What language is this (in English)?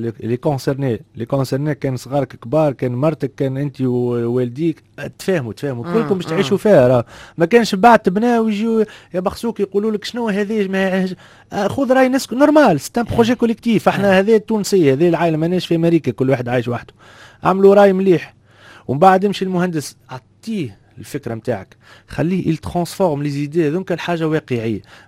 Tunisian Arabic